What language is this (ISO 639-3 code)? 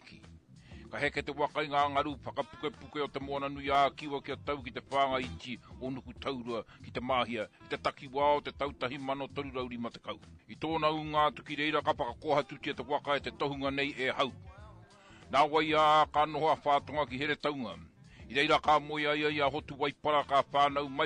mri